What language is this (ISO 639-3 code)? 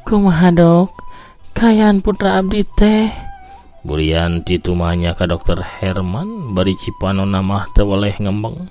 sun